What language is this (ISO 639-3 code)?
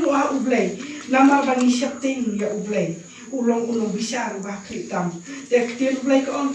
kha